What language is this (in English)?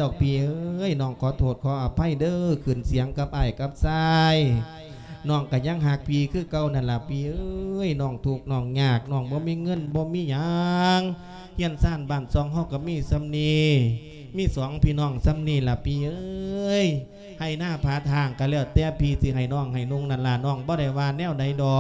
Lao